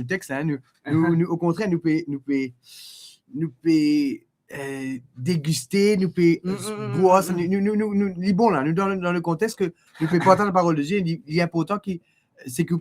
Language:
Morisyen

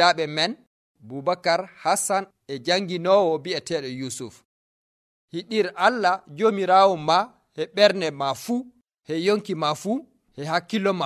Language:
Nigerian Fulfulde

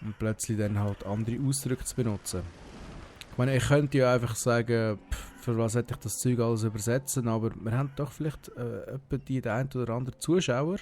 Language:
Swiss German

